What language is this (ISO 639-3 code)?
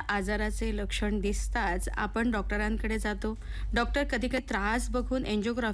mar